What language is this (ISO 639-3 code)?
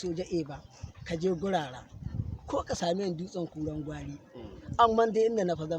hau